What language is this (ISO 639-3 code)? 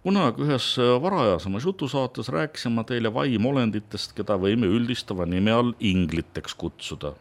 est